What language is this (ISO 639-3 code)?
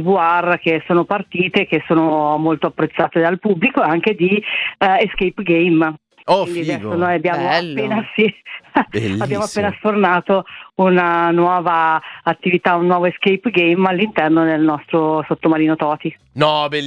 ita